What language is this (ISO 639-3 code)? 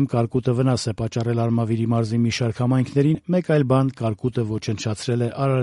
hye